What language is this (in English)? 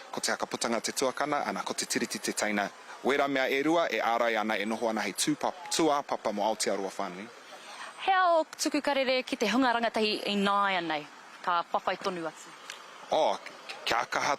Māori